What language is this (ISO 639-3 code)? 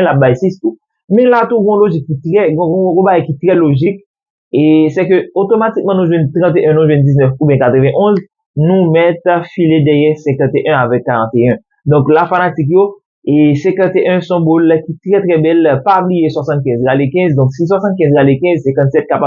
hat